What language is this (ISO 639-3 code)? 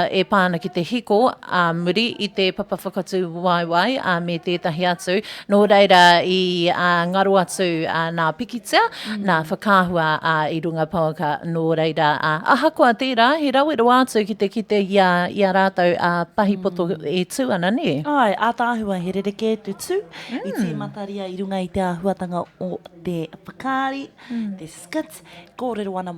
mri